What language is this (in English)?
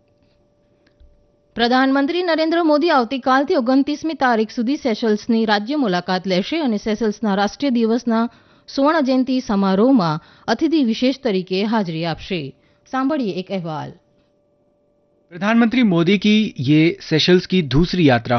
Gujarati